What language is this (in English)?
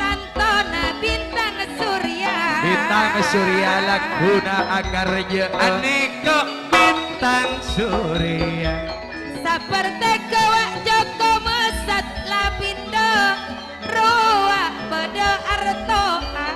Madurese